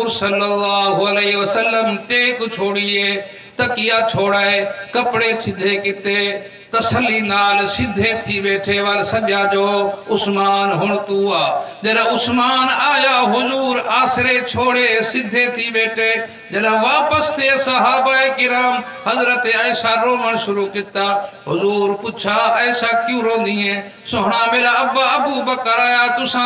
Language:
Saraiki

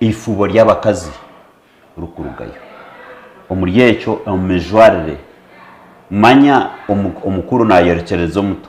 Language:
Nyankole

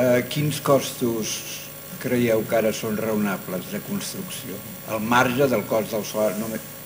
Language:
Catalan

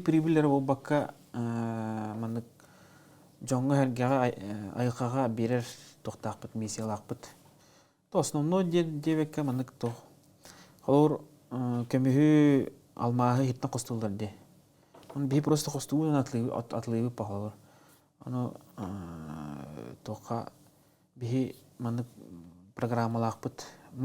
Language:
Yakut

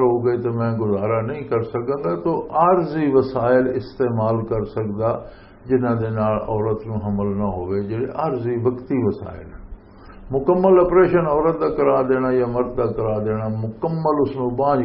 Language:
Western Panjabi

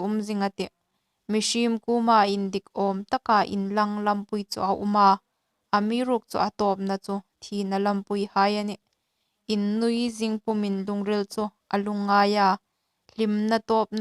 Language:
Hmar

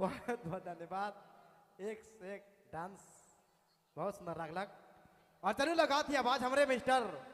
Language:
Sadri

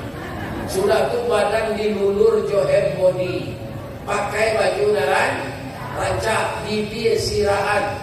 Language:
Minangkabau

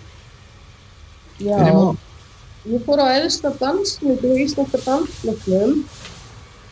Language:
Icelandic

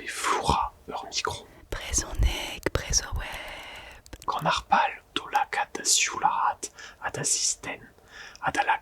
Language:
Breton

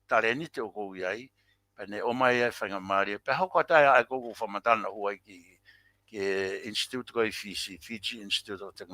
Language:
Tongan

